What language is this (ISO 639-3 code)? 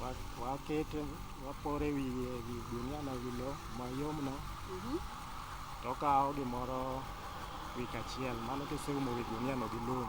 luo